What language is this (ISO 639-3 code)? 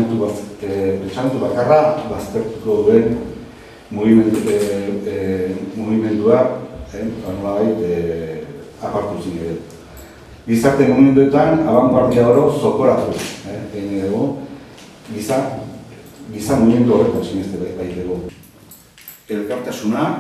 eus